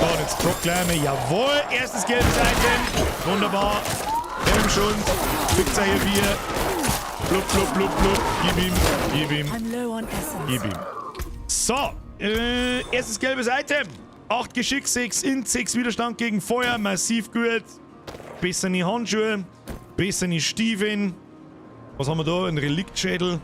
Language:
Bavarian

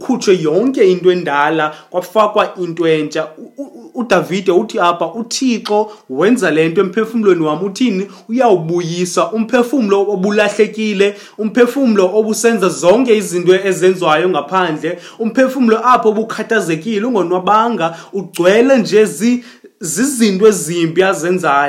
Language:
Xhosa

